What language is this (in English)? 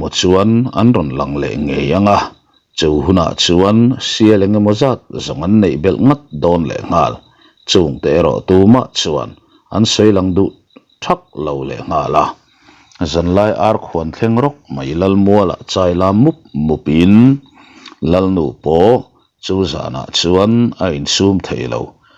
Mizo